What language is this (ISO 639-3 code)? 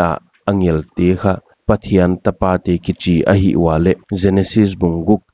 pck